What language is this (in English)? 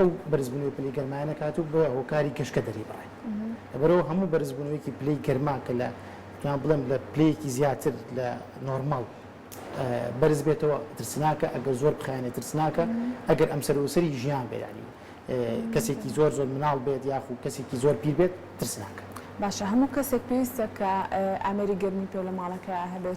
Central Kurdish